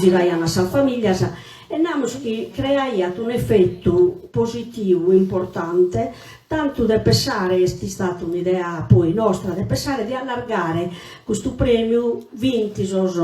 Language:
Sardinian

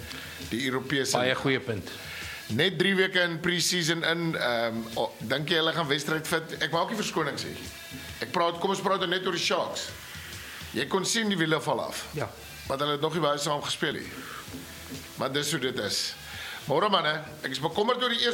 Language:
Afrikaans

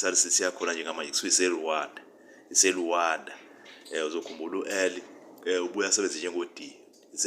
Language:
Zulu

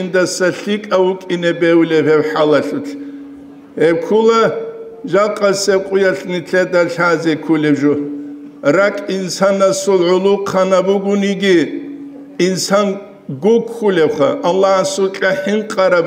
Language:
Avaric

